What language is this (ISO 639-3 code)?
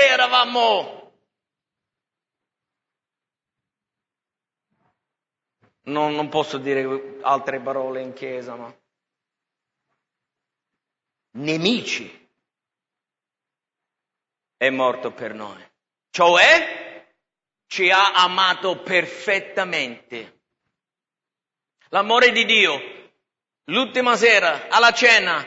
ita